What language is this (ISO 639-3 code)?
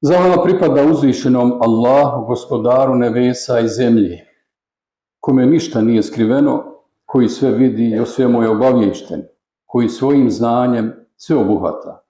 bos